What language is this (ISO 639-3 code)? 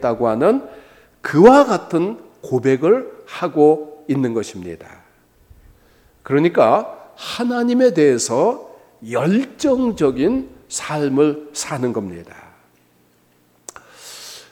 kor